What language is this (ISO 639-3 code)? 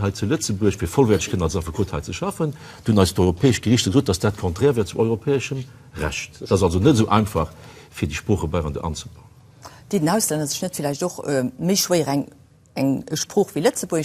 ltz